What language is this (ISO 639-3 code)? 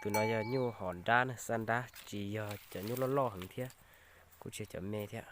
hmn